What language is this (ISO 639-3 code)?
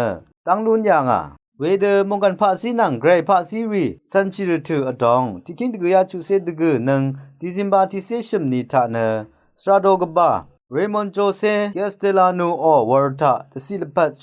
raw